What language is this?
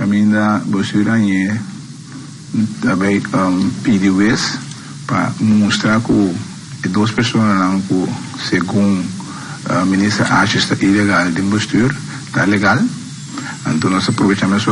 Papiamento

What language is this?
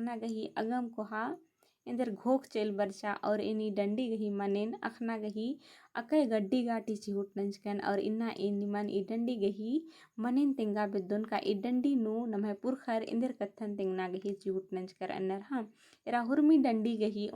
Kurukh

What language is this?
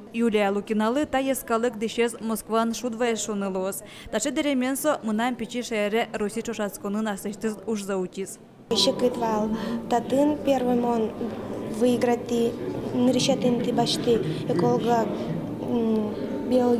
Udmurt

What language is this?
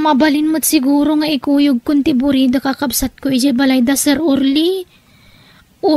Iloko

